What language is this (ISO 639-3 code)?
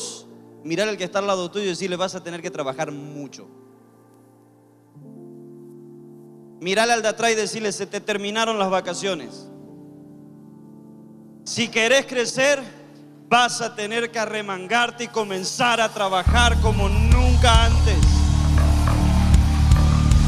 spa